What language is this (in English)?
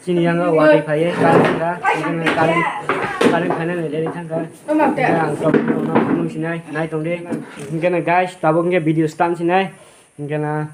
Kok Borok